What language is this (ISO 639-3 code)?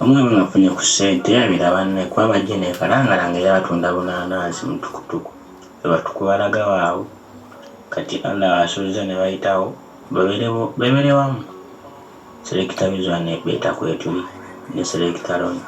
lug